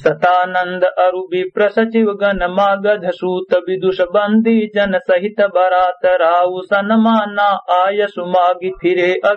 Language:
Awadhi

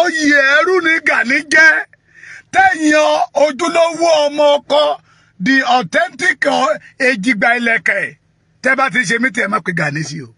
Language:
Yoruba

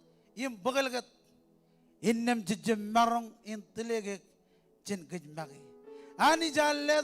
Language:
Marshallese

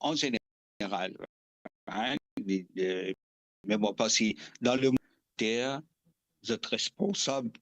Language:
Morisyen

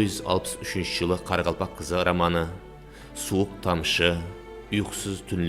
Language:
Kara-Kalpak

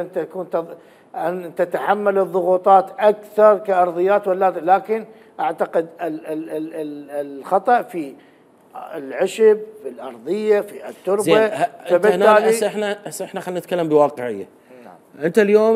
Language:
Mesopotamian Arabic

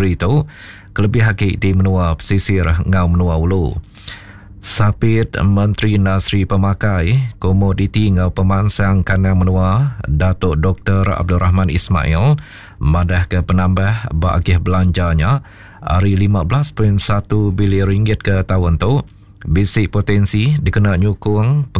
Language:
Iban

